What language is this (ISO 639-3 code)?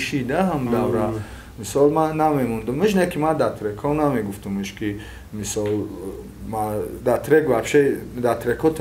tgk